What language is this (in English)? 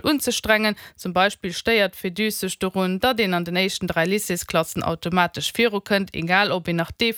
Luxembourgish